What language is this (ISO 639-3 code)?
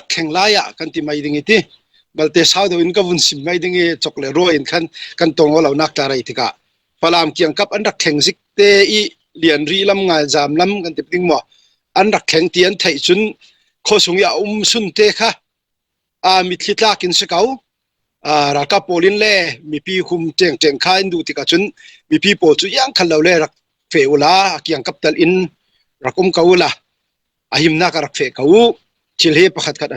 cfm